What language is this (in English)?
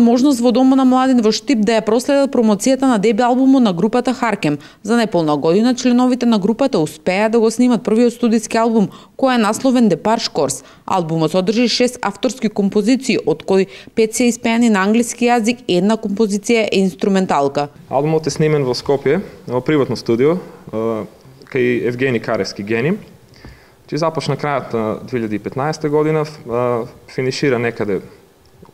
Macedonian